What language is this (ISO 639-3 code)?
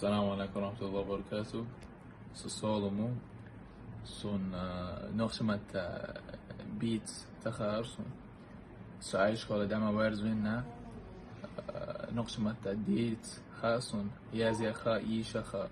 che